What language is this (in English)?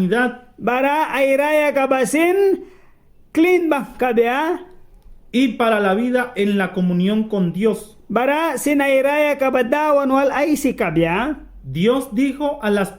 Mískito